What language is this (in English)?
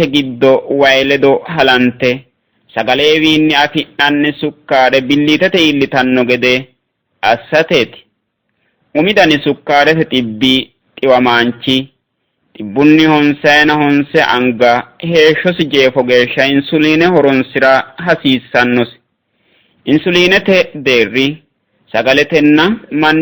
Sidamo